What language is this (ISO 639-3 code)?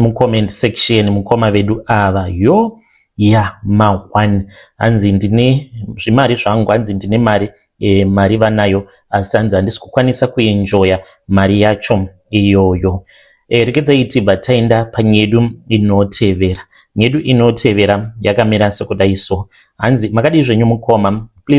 sna